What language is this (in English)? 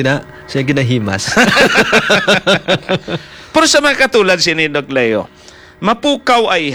Hiligaynon